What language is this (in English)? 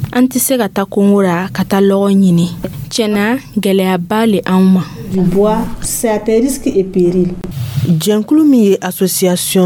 Dyula